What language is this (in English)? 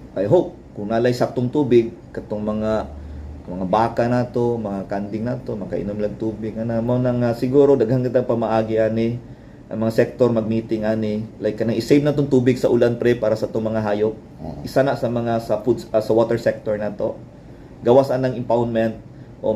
Cebuano